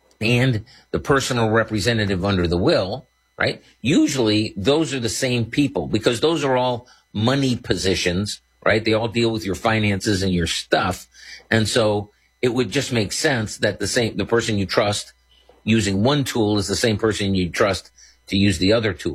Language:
English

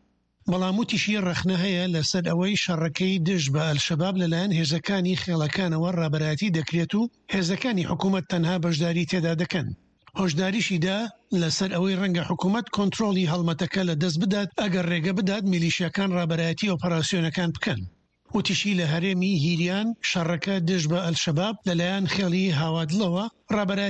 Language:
Central Kurdish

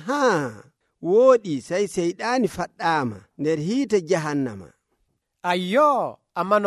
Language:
Nigerian Fulfulde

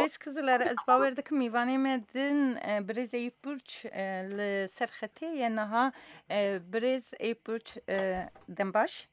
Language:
Kurdish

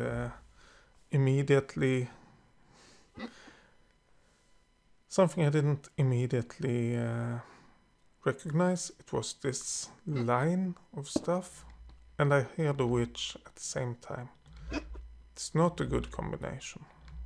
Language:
English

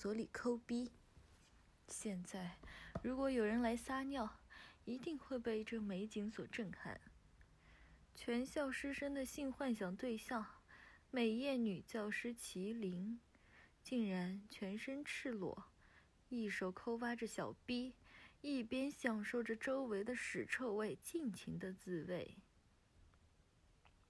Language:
Chinese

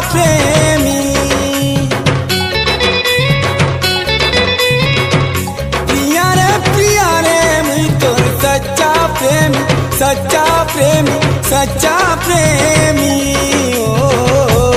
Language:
Sambalpuri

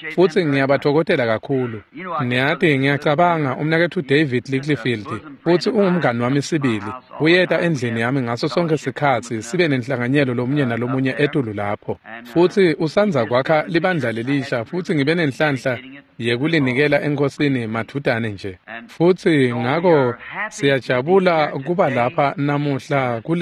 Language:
Swati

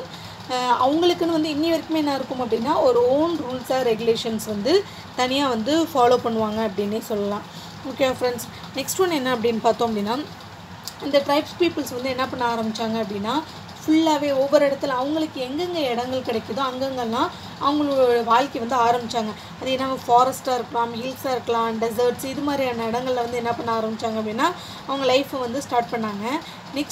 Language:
Tamil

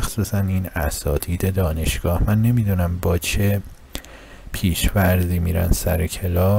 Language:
Persian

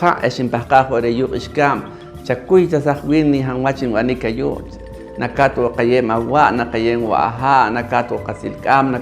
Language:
Poqomchi'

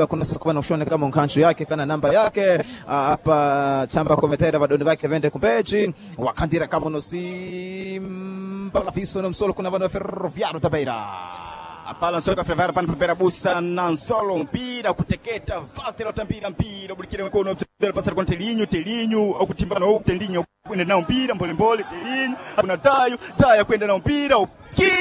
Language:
Sena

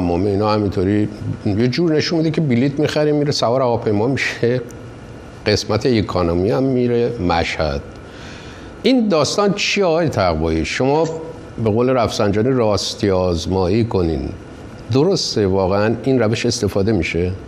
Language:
Persian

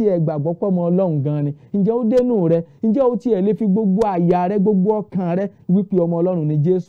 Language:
Yoruba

